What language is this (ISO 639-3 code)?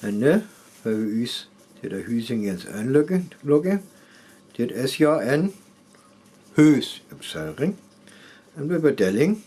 frr